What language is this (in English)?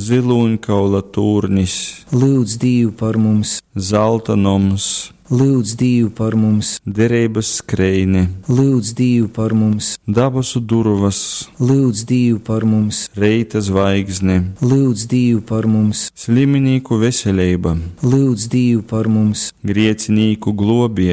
Latgalian